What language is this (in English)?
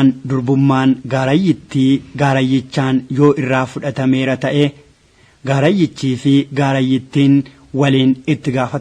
Oromo